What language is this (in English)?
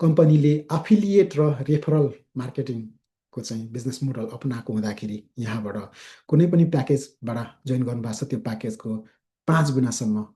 Nepali